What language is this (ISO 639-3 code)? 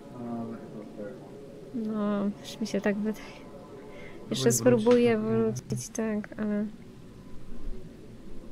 pol